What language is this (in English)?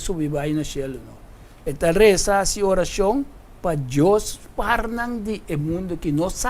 Papiamento